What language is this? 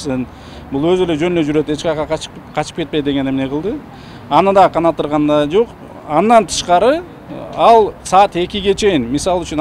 Kyrgyz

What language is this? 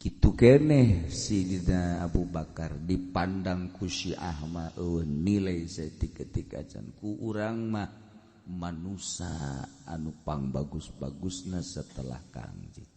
Sundanese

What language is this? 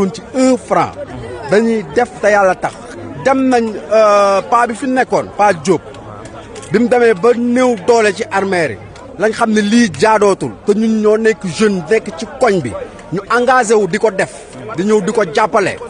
Wolof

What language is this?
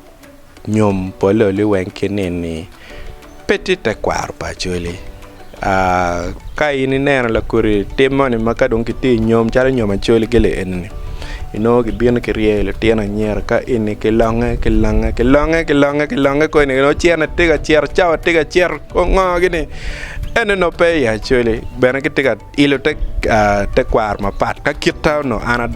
Acoli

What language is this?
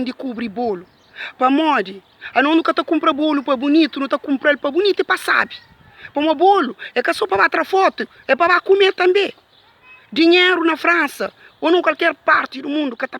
Kabuverdianu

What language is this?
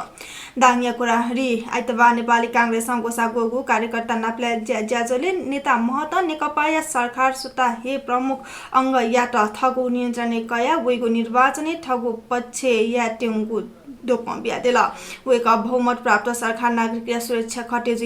Newari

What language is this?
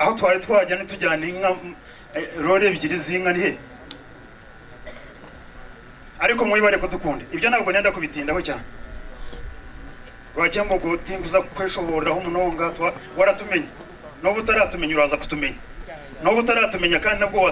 Kinyarwanda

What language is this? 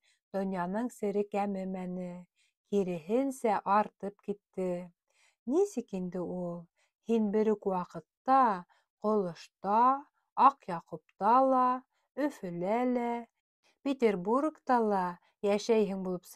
Bashkir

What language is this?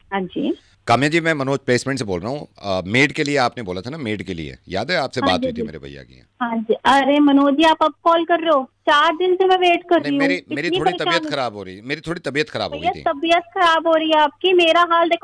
Hindi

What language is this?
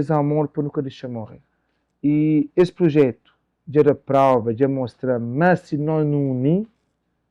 Kabuverdianu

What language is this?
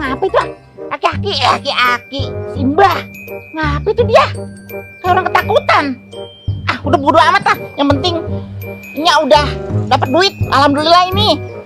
Betawi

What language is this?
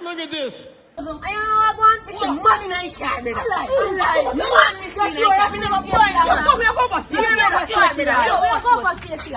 Jamaican Creole English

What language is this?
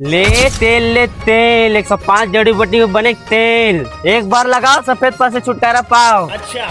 Chhattisgarhi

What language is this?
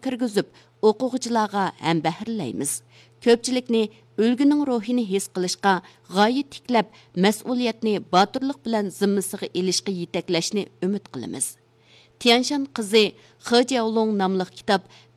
Uyghur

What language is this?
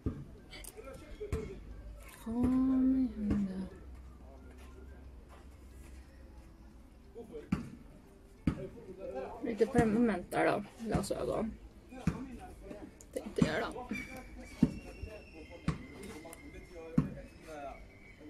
Swedish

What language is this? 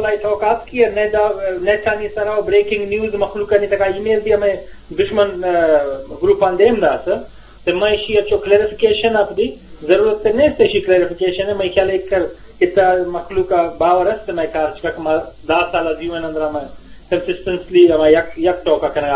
Eastern Balochi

